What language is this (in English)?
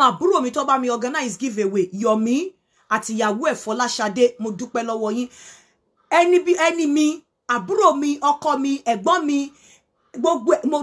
Yoruba